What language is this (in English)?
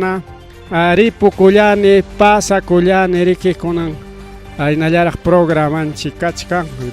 Ayacucho Quechua